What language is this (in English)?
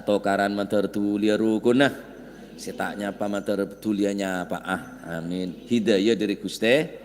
Madurese